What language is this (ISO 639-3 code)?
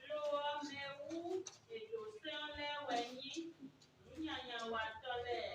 fon